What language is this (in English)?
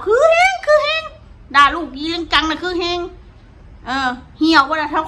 Northeastern Thai